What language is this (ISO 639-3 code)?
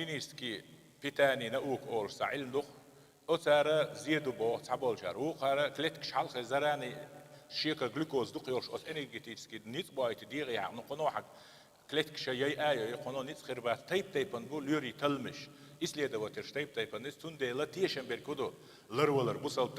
che